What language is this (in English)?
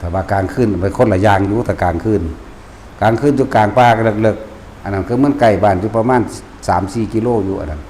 Lao